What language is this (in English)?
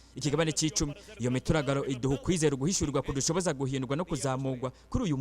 Rundi